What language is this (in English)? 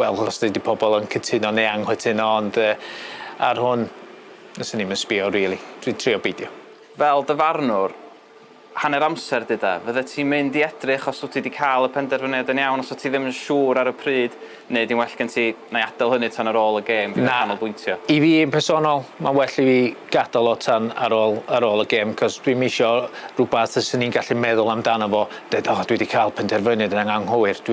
Welsh